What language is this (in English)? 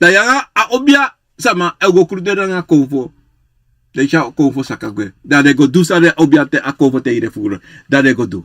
Sranan Tongo